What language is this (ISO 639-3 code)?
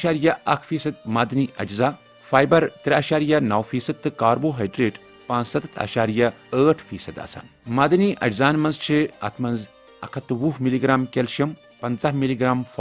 kas